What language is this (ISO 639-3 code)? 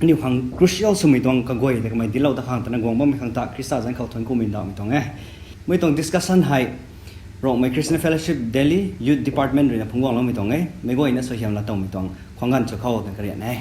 nbu